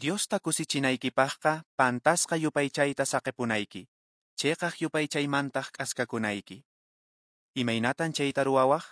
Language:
Quechua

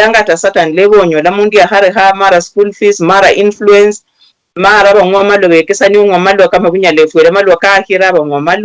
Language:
Luyia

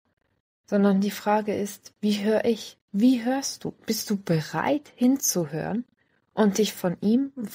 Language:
Swiss German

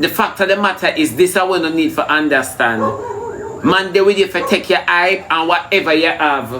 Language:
Jamaican Creole English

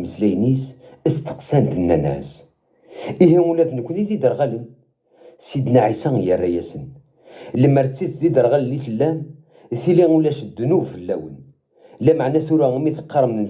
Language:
Kabyle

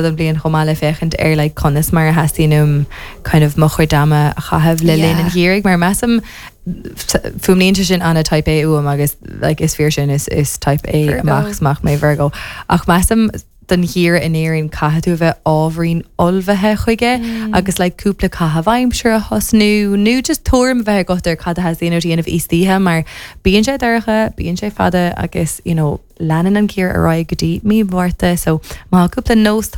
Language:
Irish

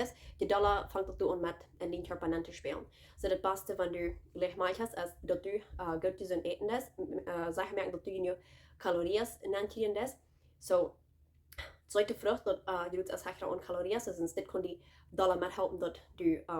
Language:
Plautdietsch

